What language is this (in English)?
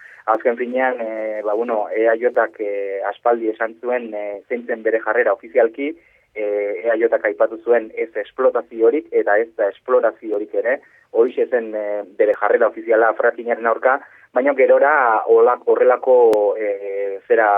Basque